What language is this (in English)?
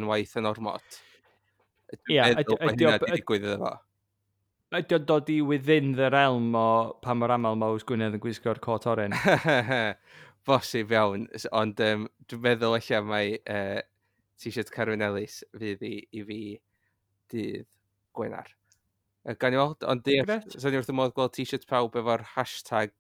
Welsh